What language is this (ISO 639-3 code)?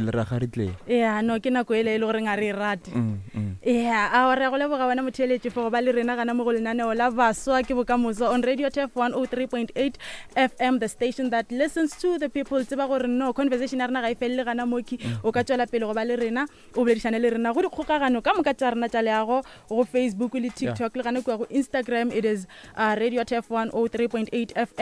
nso